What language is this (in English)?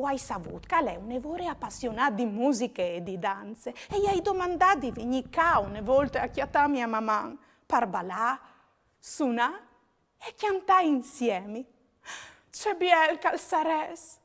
Friulian